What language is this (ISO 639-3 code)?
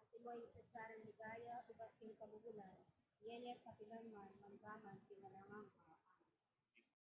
pam